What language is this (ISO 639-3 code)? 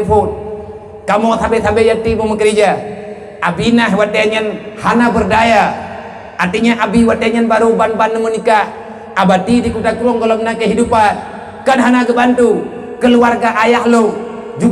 ace